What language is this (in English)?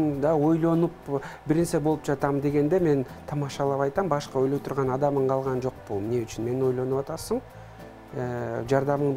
Kyrgyz